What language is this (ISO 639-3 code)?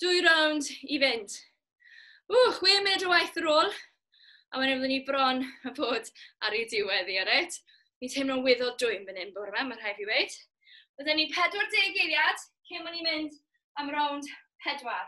cym